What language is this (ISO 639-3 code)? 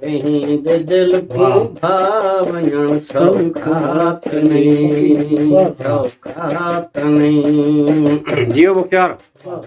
skr